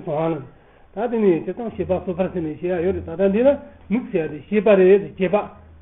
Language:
Tibetan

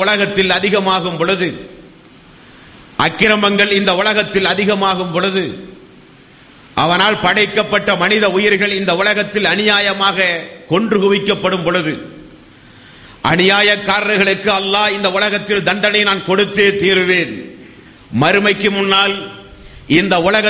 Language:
Tamil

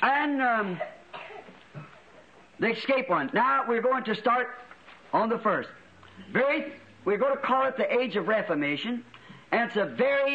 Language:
English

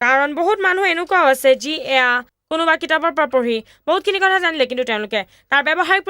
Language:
Assamese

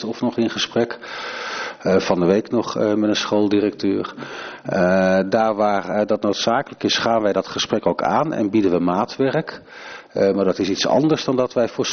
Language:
Dutch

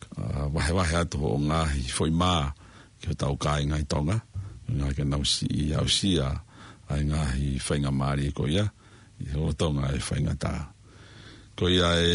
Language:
Tongan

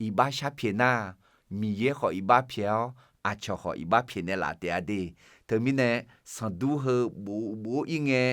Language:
Akha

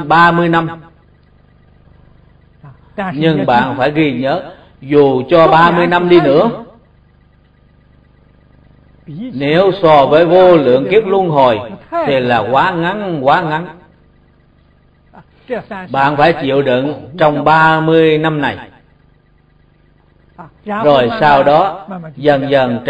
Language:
Vietnamese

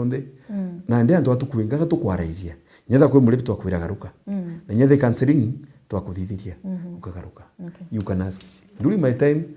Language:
Meru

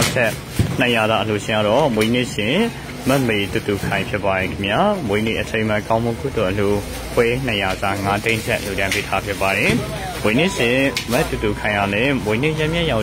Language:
Burmese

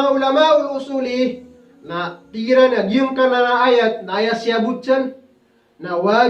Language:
Maranao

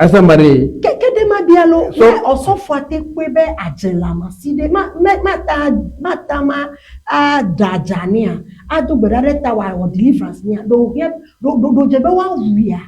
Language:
Ewe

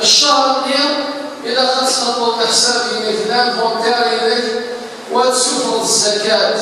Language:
Algerian Arabic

